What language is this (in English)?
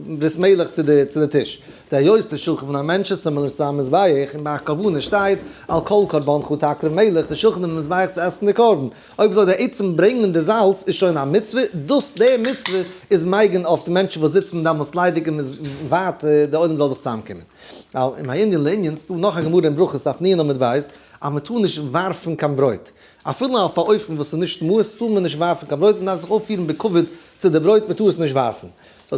Yiddish